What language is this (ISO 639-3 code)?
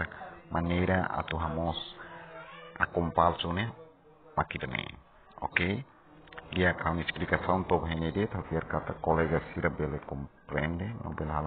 tet